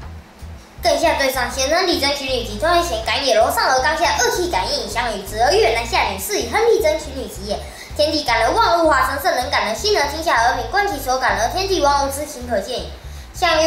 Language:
Literary Chinese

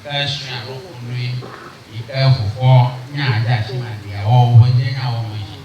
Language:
Ewe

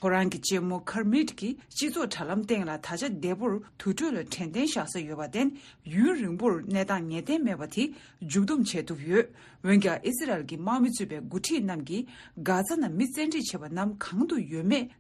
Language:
Tibetan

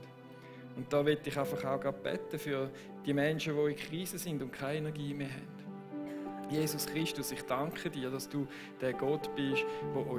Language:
Swiss German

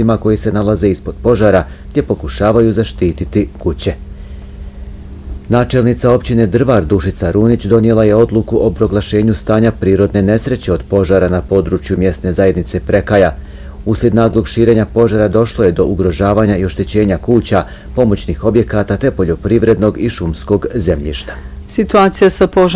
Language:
Bosnian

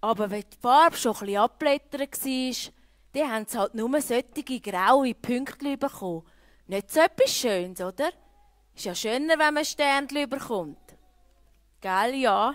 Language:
Swiss German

